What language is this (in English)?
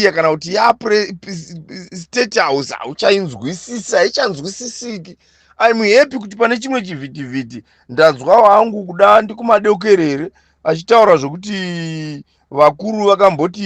Shona